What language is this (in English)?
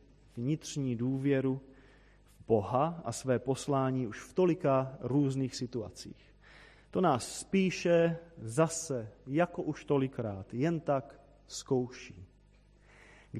Czech